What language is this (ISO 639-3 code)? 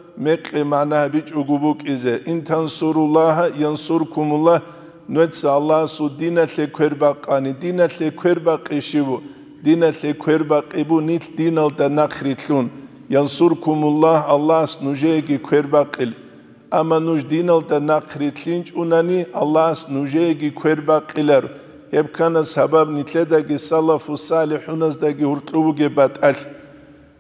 ava